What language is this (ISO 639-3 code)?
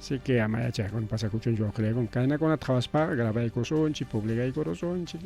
quy